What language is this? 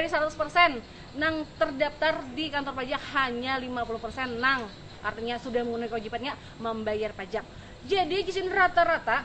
Banjar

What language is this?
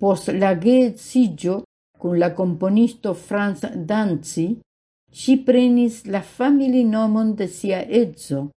Esperanto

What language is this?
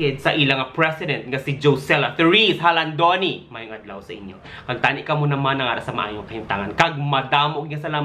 Hiligaynon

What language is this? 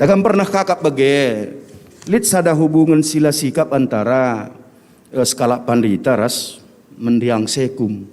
Batak Karo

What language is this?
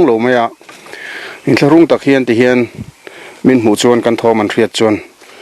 Mizo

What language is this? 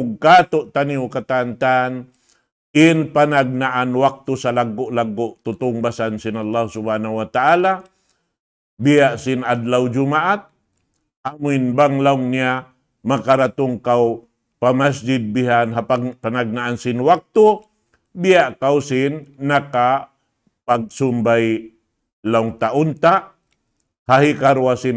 Tausug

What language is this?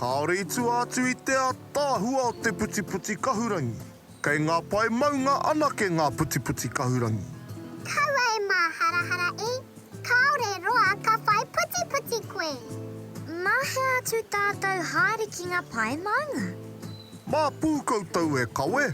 Māori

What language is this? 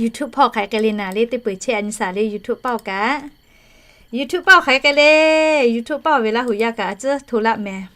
Lahu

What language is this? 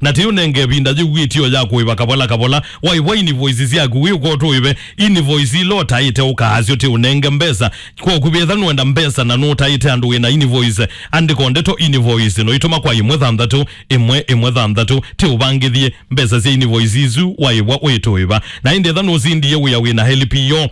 Kamba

